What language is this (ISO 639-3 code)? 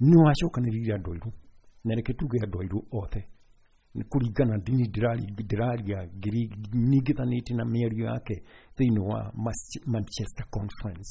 kik